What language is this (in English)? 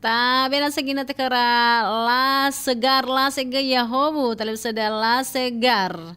Nias